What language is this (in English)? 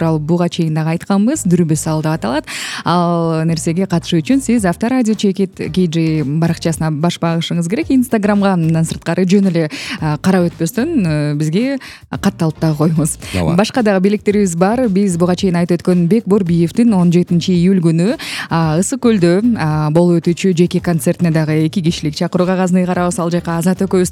Kyrgyz